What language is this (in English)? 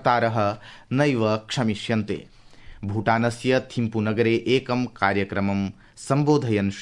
Sanskrit